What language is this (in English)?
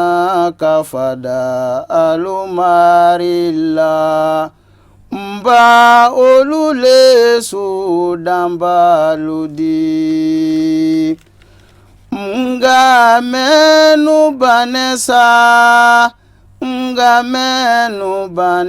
Bambara